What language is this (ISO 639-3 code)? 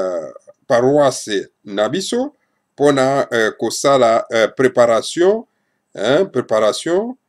lin